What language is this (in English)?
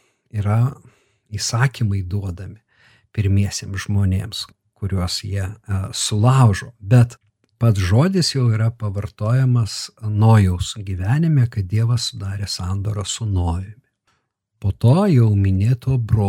Lithuanian